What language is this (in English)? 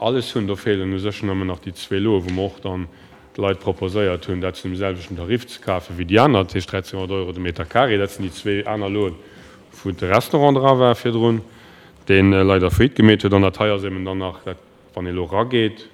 Luxembourgish